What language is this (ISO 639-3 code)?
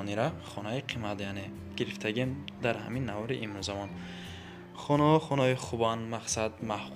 tgk